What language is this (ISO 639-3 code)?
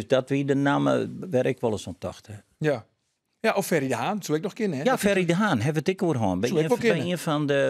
fry